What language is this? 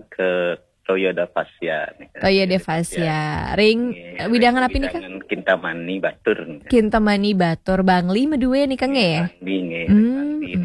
Balinese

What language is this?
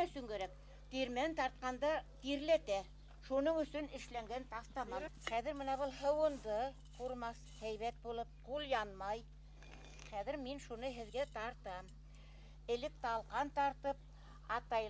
Bashkir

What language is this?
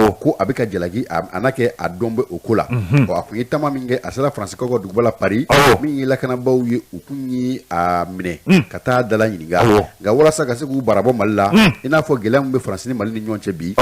Bambara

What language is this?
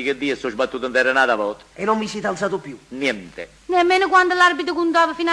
Neapolitan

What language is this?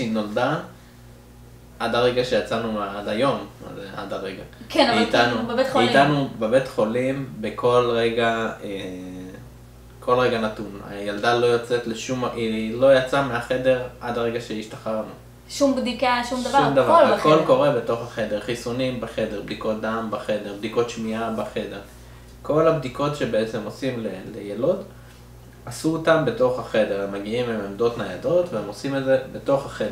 Hebrew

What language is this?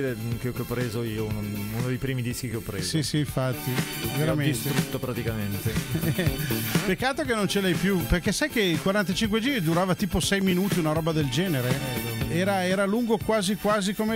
Italian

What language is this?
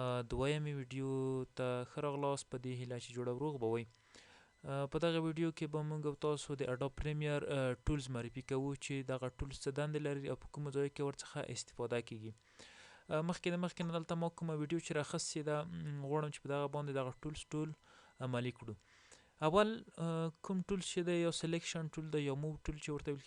Pashto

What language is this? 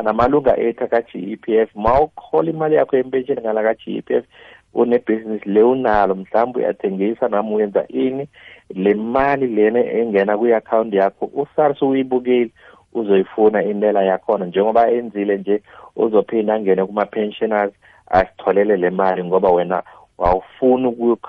South Ndebele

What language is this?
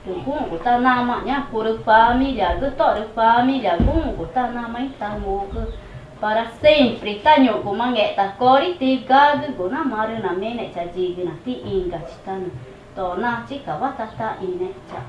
Ticuna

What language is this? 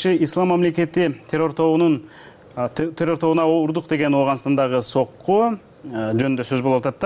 Kyrgyz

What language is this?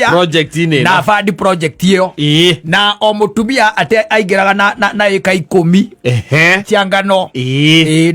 Kikuyu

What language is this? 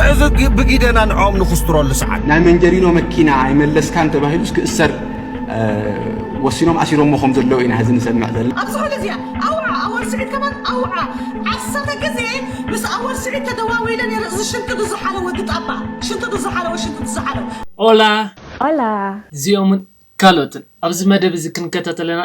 Tigrinya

